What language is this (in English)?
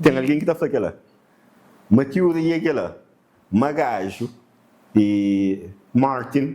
Kabuverdianu